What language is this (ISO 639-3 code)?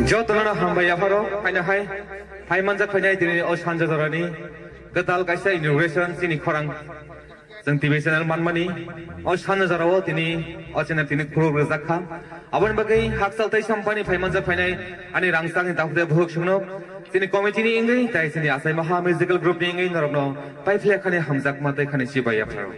trp